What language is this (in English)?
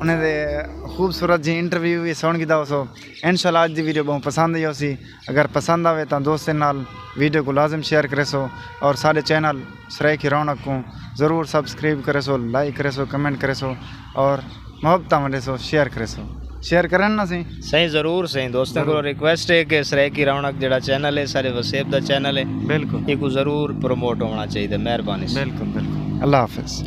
Saraiki